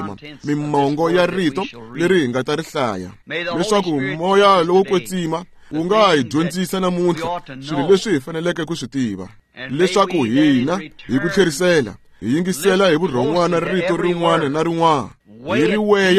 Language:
Tsonga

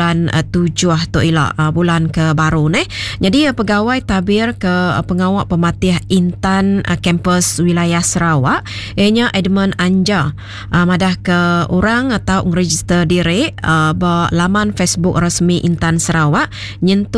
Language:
Iban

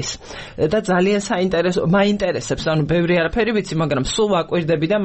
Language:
Georgian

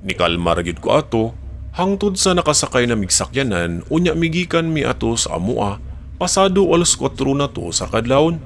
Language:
Cebuano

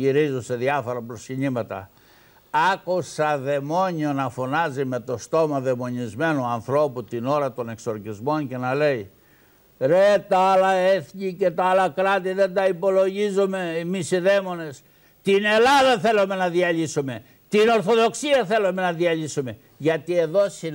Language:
Greek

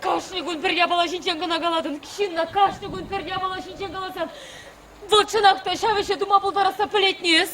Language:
Chuvash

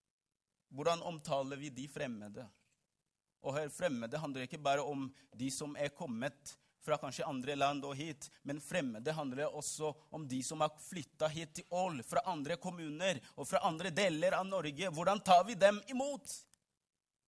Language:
Norwegian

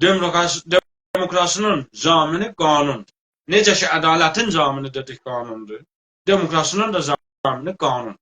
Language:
South Azerbaijani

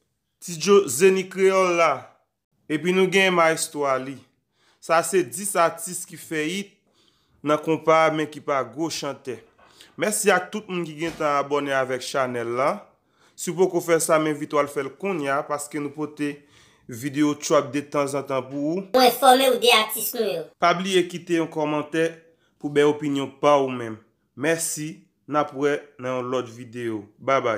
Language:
Haitian Creole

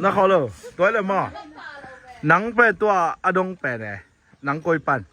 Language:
Tedim Chin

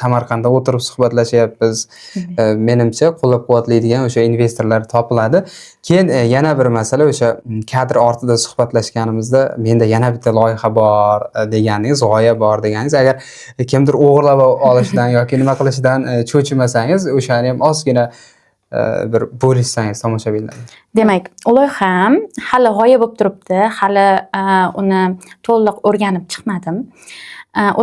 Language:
Uzbek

